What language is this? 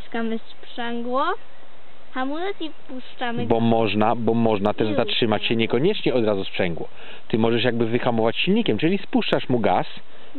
Polish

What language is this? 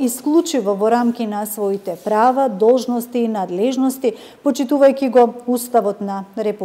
Macedonian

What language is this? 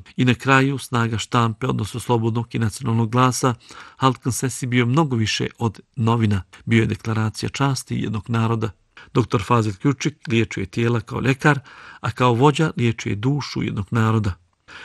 Bosnian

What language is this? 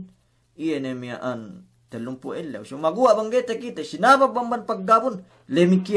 Yakan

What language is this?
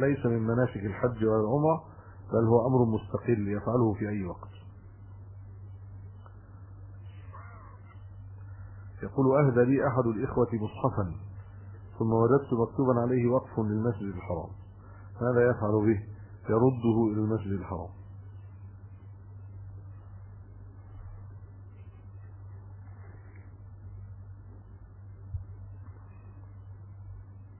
Arabic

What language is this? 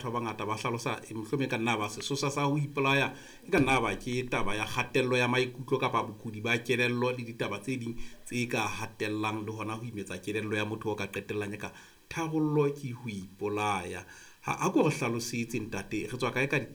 Southern Sotho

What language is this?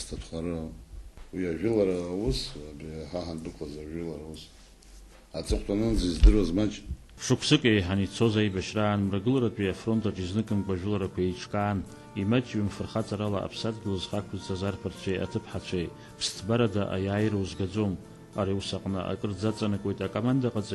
Abkhazian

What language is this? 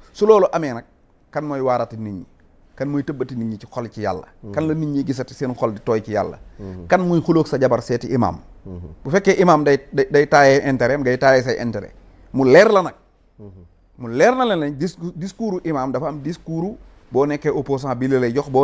Wolof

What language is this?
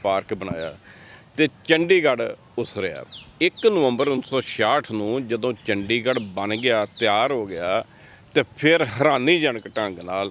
Punjabi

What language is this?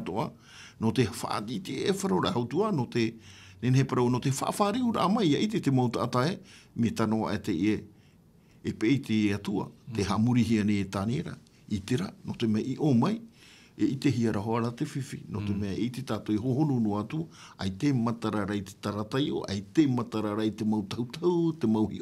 Tahitian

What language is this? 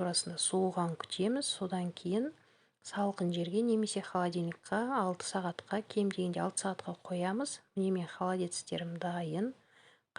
Kazakh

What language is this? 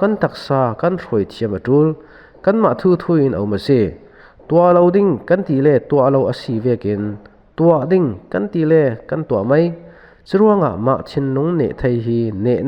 Falam Chin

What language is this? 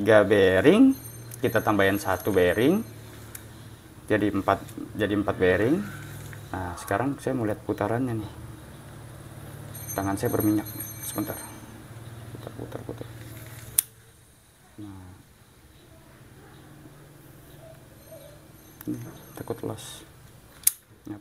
Indonesian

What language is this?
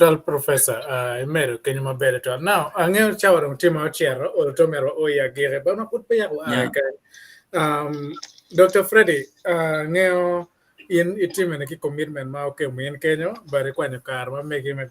Acoli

